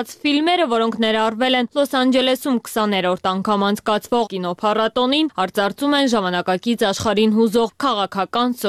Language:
Armenian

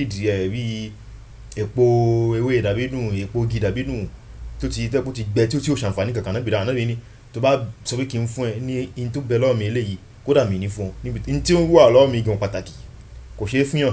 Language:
Yoruba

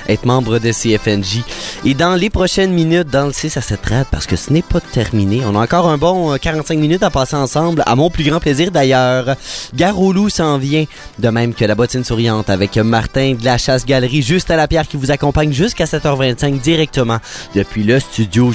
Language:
French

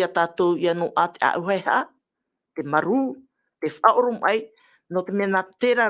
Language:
Tahitian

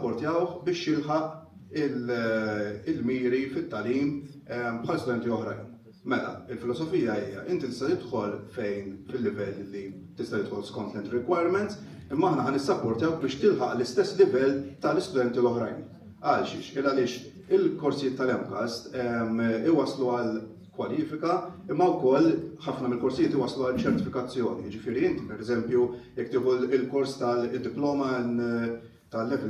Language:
Maltese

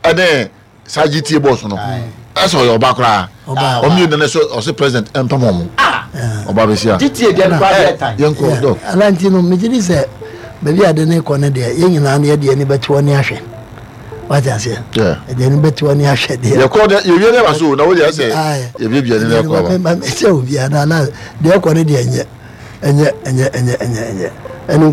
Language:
Akan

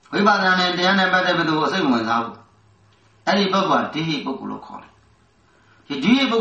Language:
Burmese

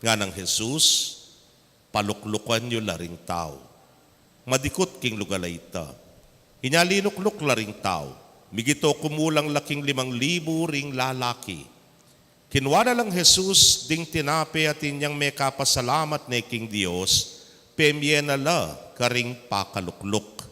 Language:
Pampanga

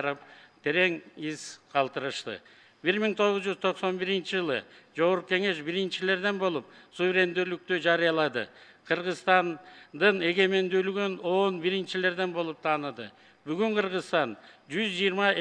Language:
Kyrgyz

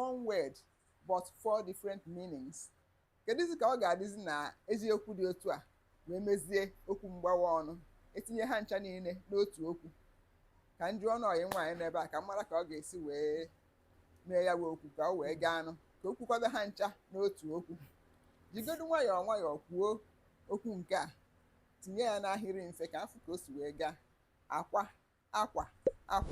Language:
Igbo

